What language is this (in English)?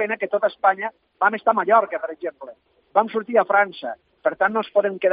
Catalan